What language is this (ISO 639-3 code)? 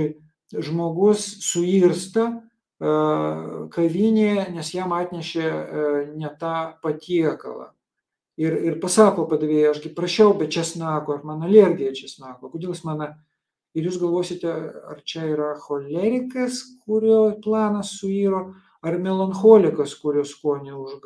lit